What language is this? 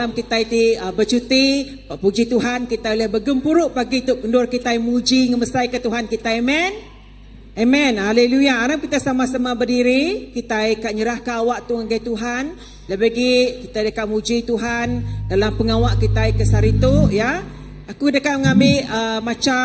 Iban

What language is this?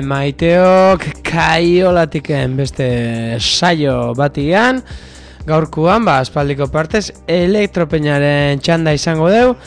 Basque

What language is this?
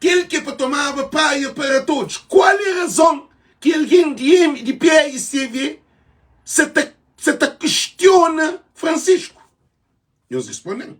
Kabuverdianu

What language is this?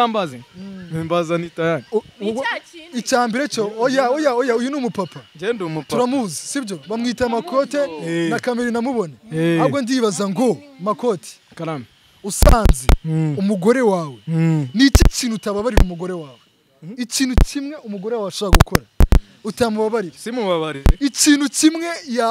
Kinyarwanda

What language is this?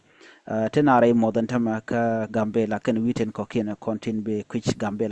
Nuer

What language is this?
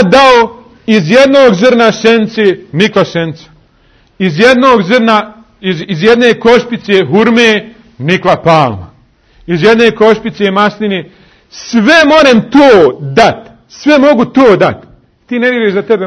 Bosnian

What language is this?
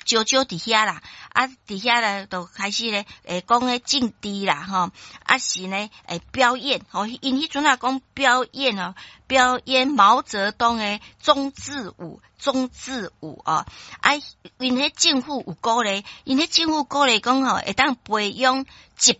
Min Nan Chinese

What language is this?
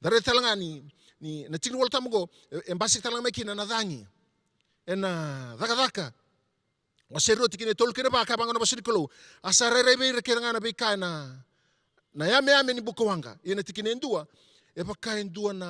Fijian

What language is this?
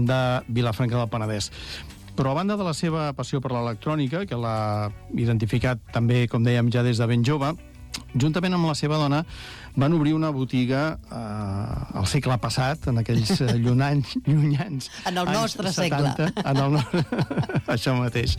Catalan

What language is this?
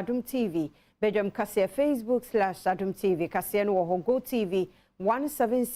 Akan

